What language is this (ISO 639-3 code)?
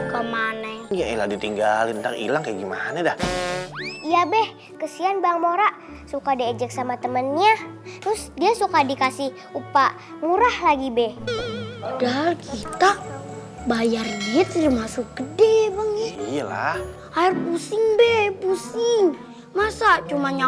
bew